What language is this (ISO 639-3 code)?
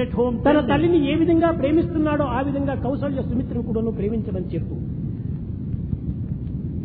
tel